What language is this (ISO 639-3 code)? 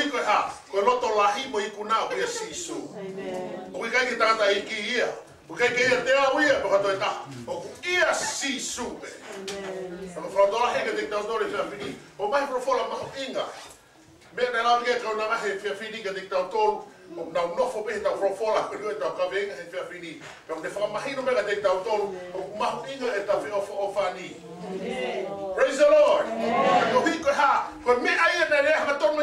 ton